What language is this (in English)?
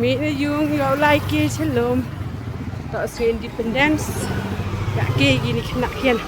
Khasi